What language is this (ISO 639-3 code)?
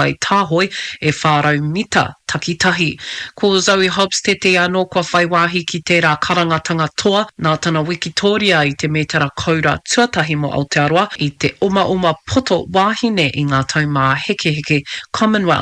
mri